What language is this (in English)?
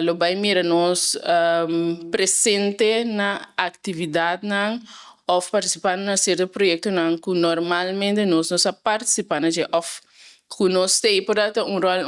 Papiamento